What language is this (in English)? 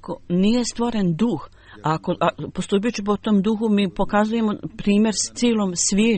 Bosnian